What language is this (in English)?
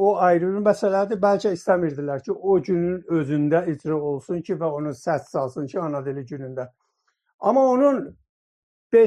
South Azerbaijani